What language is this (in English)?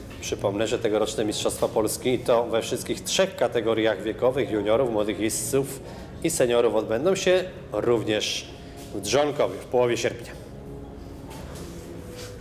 Polish